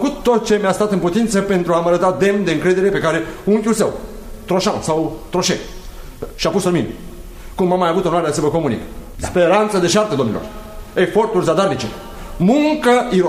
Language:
Romanian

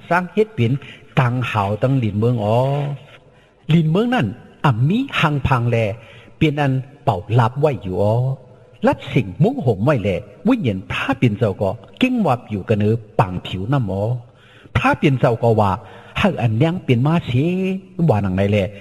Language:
Shan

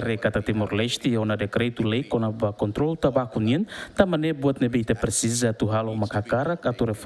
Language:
Tetum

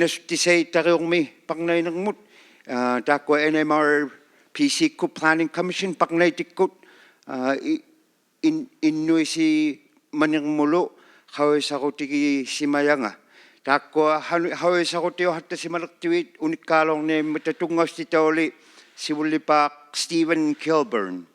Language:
Inuktitut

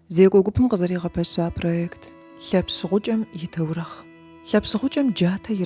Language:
Kabardian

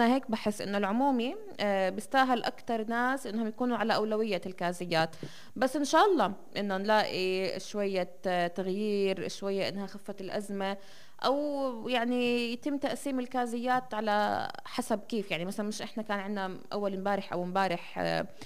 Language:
North Levantine Arabic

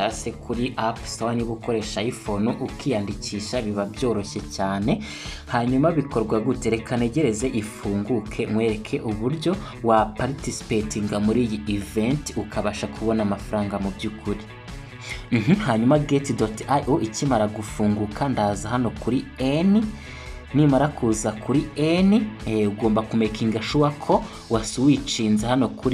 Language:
Kinyarwanda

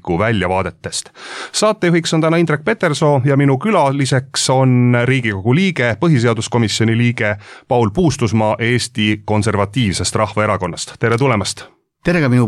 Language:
Estonian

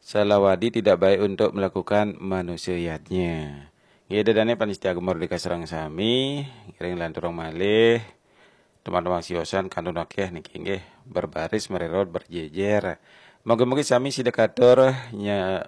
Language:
Balinese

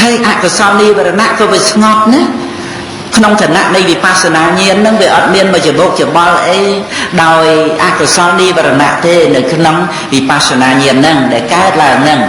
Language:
Khmer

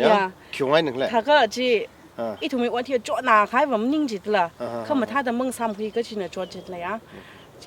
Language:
Tangkhul Naga (India)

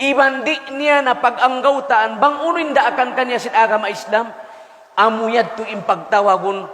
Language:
Tausug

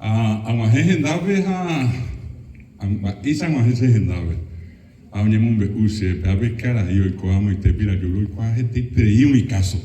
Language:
Guarani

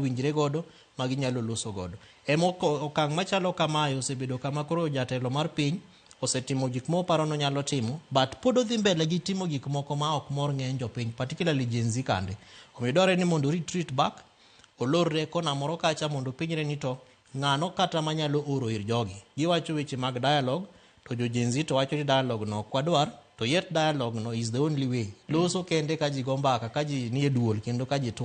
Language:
Luo (Kenya and Tanzania)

